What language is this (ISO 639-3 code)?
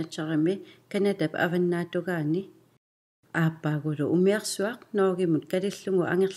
kal